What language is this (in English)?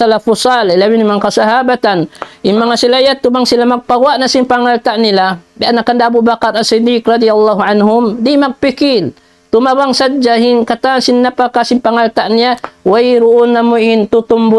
Tausug